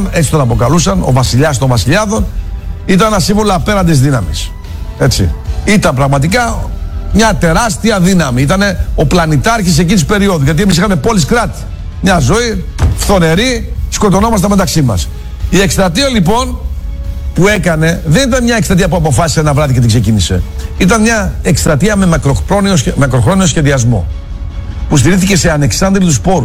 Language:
Greek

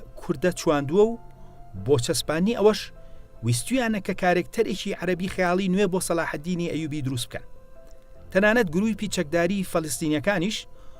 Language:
Central Kurdish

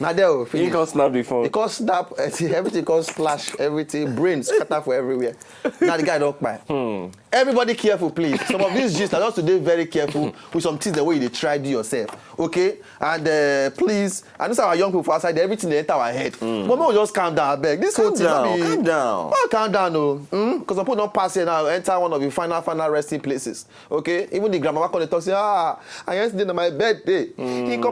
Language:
Nigerian Pidgin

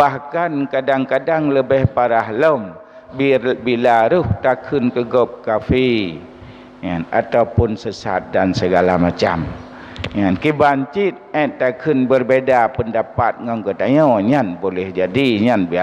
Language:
Achinese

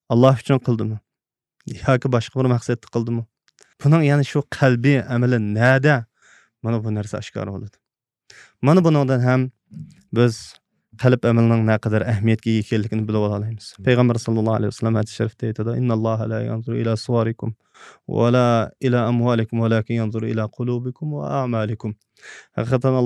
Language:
Uyghur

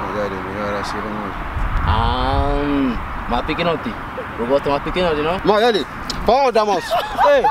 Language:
Kabuverdianu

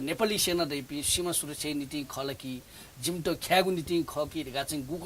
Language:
Newari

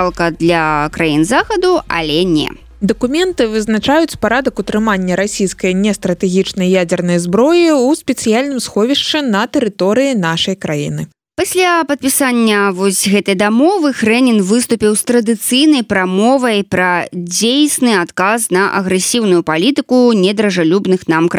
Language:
Belarusian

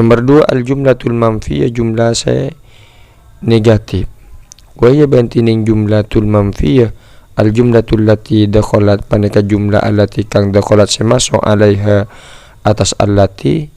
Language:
Madurese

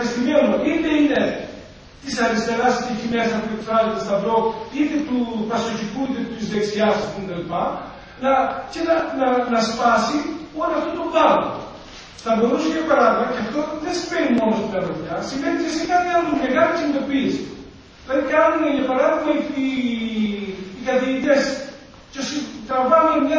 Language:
Greek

